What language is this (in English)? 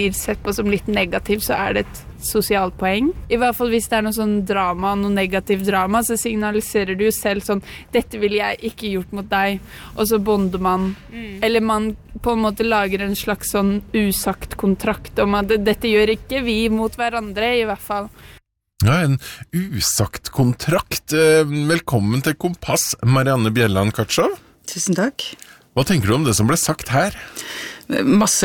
Norwegian